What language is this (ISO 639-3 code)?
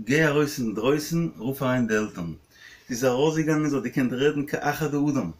yid